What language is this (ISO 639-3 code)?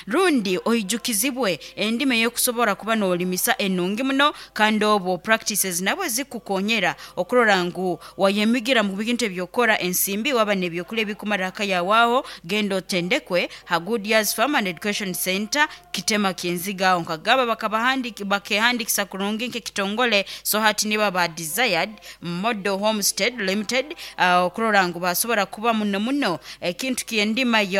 nyo